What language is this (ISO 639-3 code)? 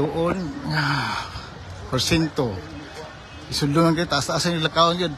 ceb